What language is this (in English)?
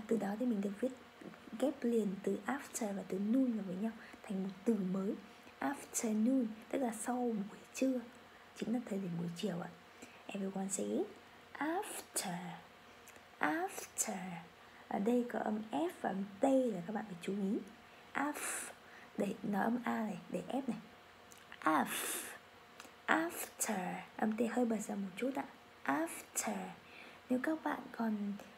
Vietnamese